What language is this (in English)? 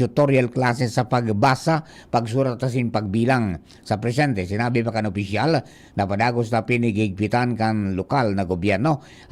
Bikol